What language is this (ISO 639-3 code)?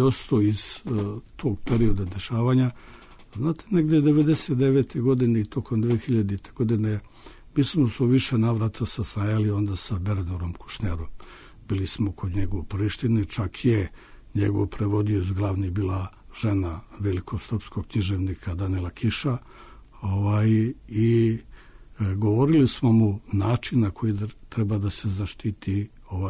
srp